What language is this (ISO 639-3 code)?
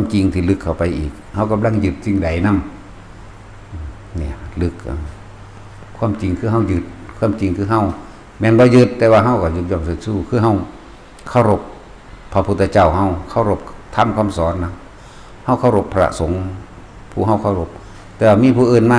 tts